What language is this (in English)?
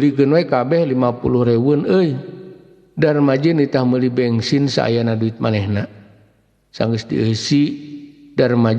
Sundanese